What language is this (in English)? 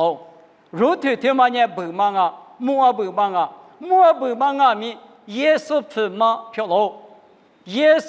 Lisu